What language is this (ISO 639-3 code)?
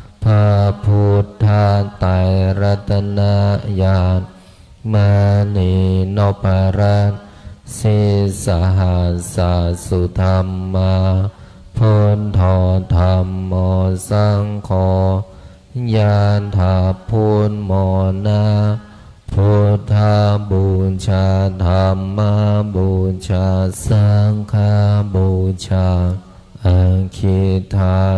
pli